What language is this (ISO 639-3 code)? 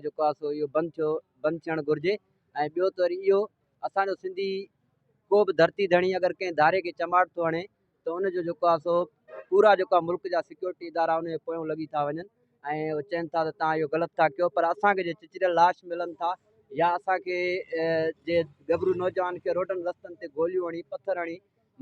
snd